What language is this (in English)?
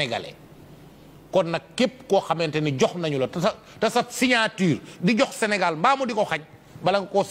Wolof